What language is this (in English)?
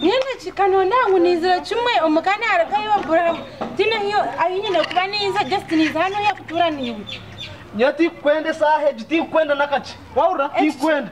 Nyankole